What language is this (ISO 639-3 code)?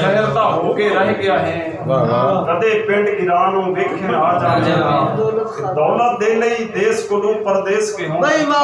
skr